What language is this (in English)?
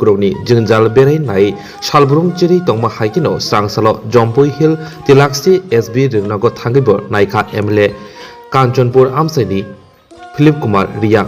Kok Borok